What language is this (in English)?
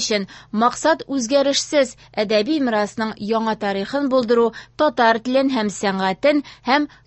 Tatar